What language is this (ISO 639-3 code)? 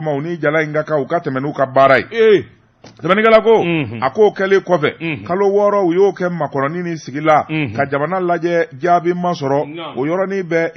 bam